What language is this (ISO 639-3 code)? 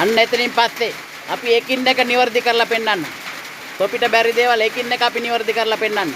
sin